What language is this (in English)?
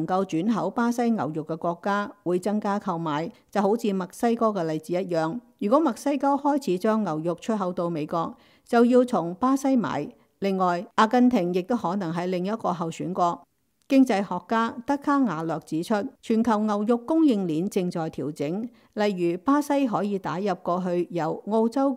Cantonese